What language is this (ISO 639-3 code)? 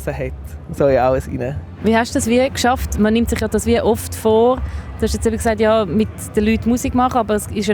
gsw